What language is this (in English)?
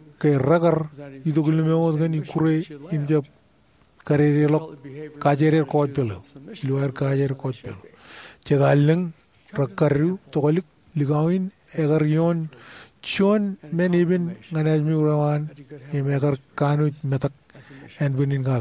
Marshallese